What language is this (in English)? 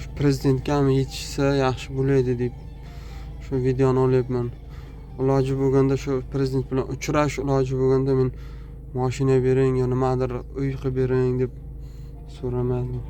Uzbek